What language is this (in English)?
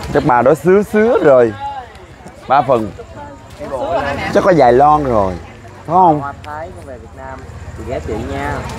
Vietnamese